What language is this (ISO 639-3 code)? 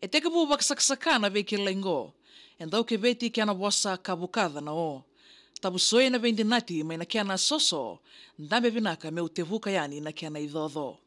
fij